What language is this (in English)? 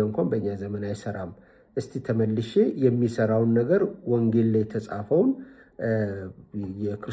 Amharic